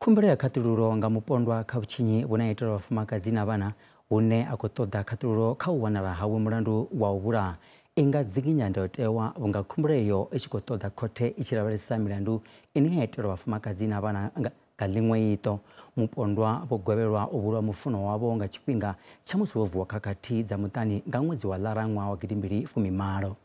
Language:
Venda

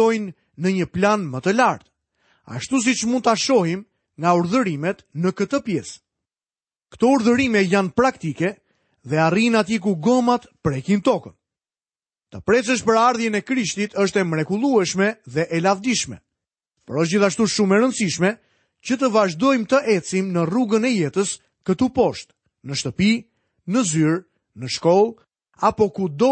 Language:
Albanian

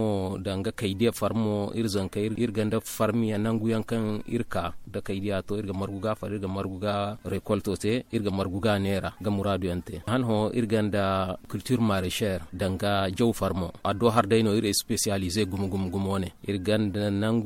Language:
Zarma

